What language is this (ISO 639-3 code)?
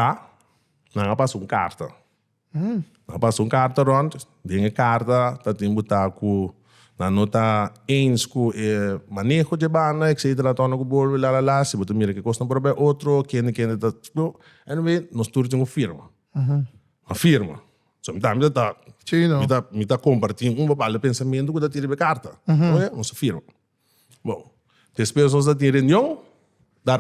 pap